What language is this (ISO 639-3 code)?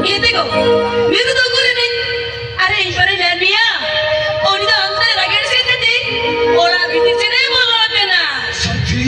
sat